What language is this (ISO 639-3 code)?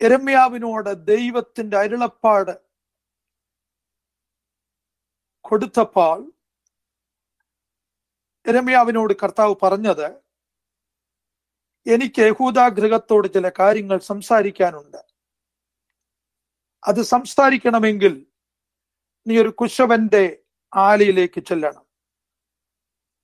mal